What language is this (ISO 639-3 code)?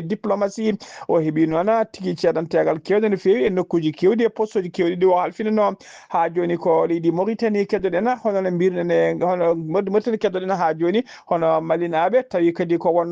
ful